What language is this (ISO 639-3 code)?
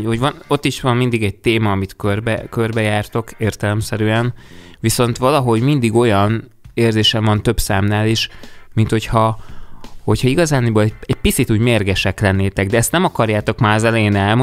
hun